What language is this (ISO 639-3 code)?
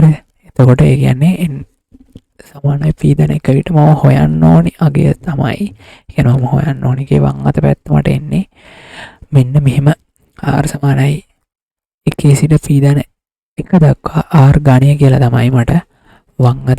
sin